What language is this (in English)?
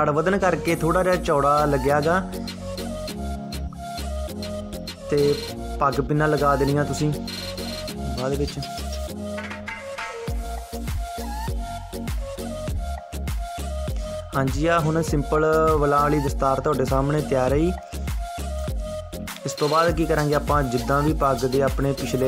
Punjabi